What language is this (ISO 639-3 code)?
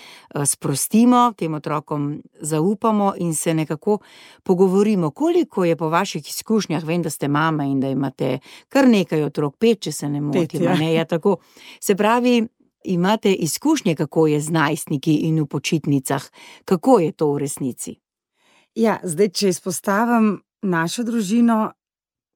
slv